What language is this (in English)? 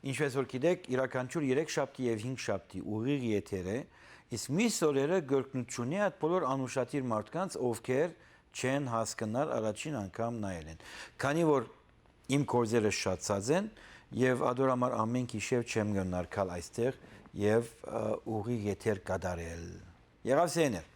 Western Armenian